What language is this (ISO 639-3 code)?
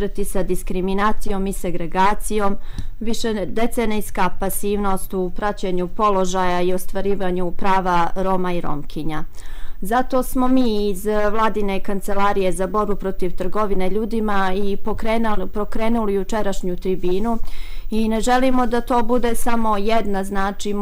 srp